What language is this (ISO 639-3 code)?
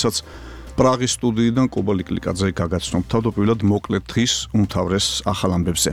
kat